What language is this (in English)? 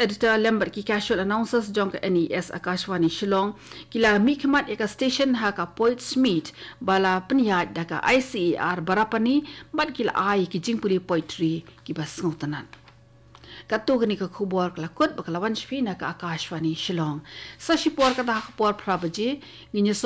Khasi